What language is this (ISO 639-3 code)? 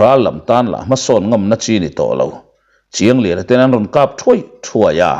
lus